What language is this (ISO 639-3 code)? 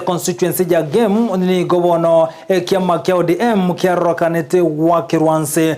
guz